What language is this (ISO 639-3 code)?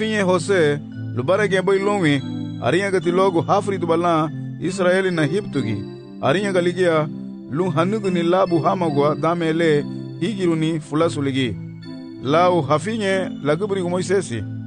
cab